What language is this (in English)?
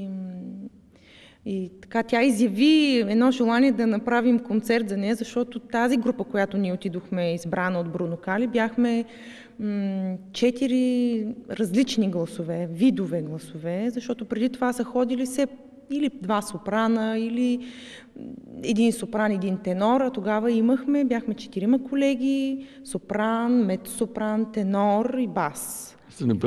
Bulgarian